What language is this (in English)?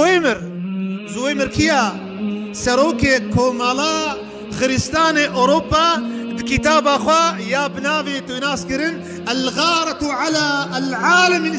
Kurdish